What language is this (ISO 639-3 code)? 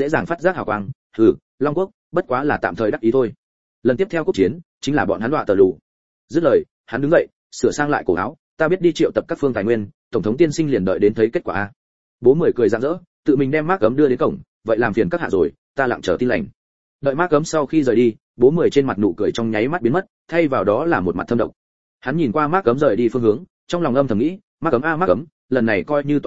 vie